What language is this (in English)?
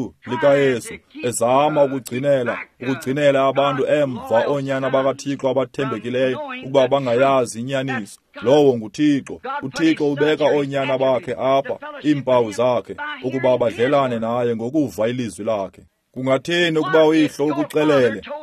Xhosa